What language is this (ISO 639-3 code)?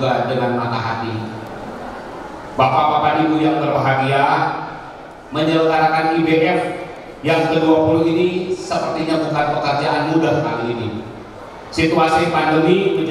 ind